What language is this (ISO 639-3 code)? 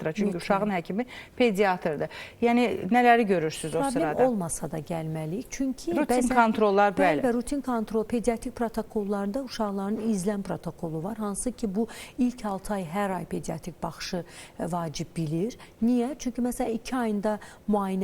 aze